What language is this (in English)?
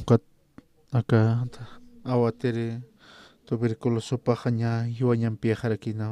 Aymara